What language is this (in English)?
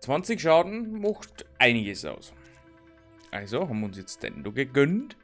Bavarian